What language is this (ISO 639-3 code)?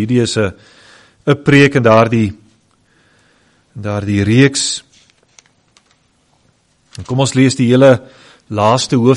afr